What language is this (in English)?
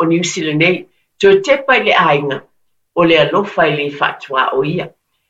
Samoan